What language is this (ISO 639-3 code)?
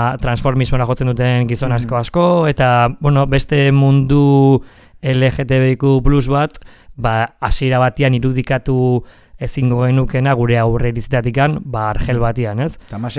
eus